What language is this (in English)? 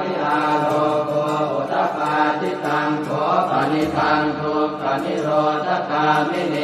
Pali